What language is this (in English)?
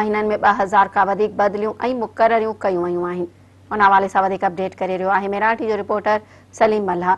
Sindhi